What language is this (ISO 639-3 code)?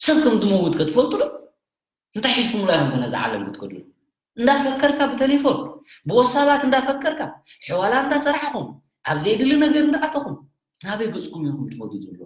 tir